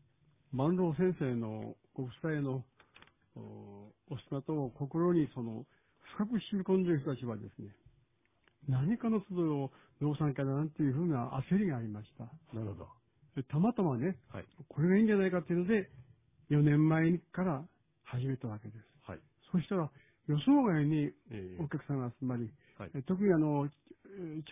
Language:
Japanese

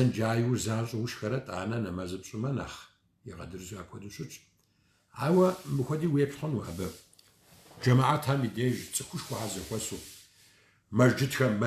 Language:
Kabardian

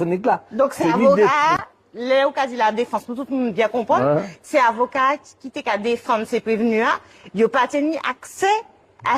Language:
Guadeloupean Creole French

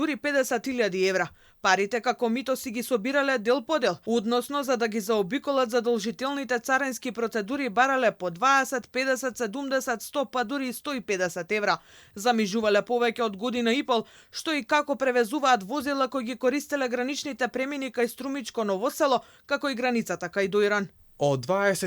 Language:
Macedonian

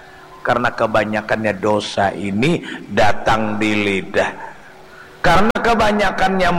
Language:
Banjar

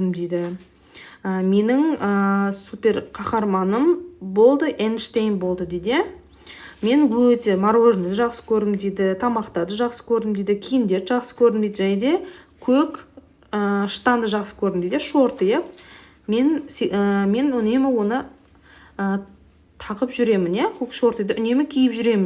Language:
Kazakh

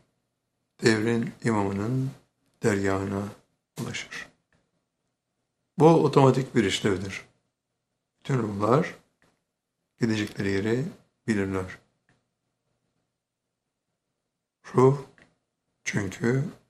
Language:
Turkish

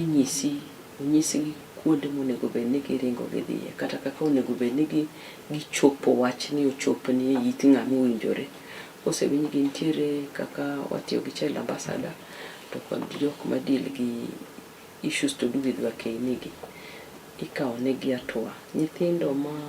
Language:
Luo (Kenya and Tanzania)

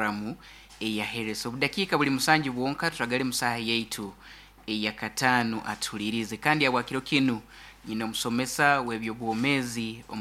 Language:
Nyoro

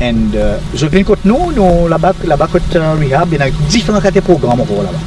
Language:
Seselwa Creole French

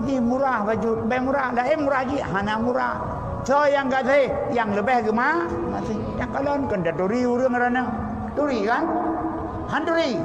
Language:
Achinese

